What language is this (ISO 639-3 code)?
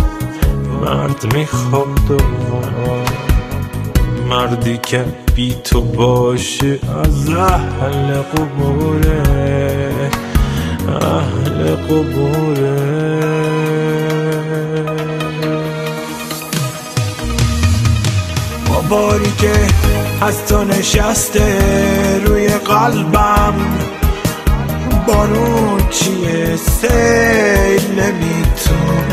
fas